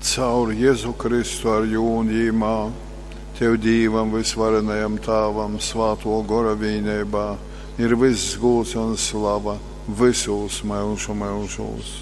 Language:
Latgalian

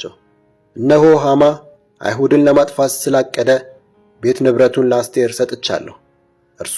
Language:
Amharic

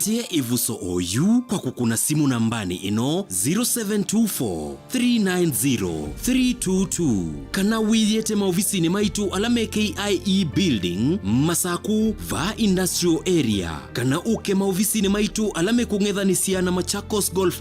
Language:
Kamba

